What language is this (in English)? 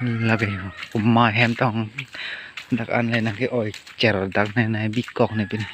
Karbi